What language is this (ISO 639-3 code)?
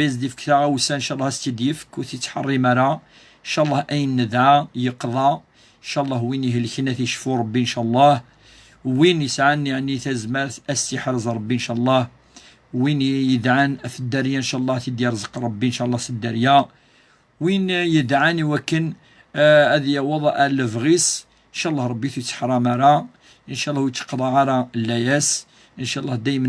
kab